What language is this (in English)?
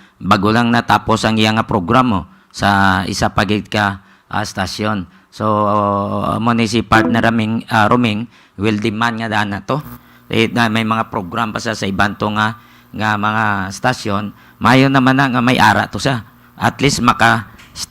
Hiligaynon